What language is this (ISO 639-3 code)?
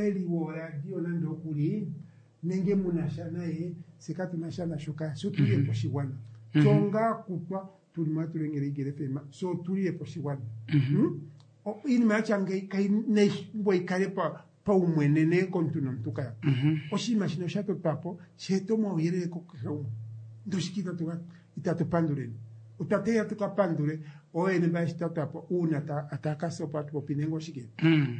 kua